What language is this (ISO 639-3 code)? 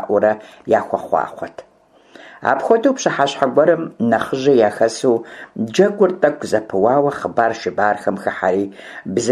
kbd